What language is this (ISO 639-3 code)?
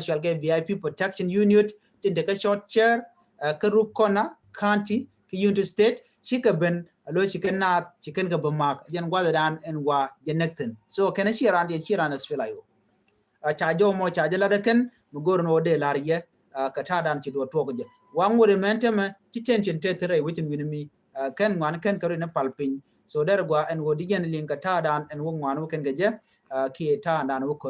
nus